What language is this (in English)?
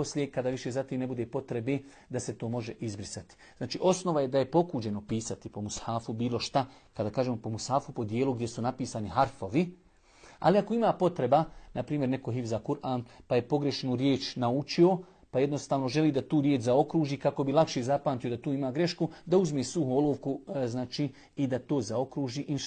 Bosnian